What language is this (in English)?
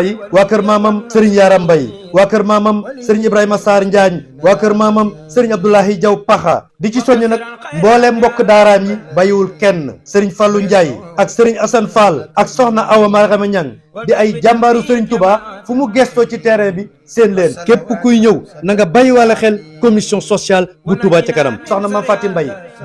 Wolof